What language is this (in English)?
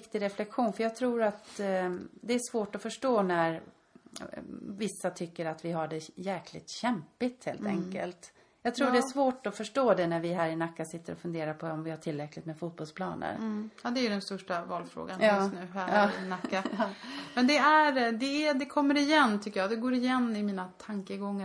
Swedish